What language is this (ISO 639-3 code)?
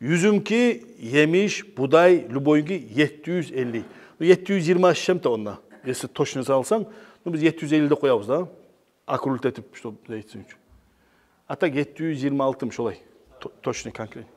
kum